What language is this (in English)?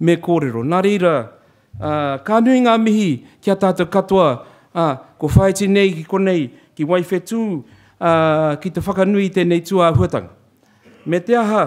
Māori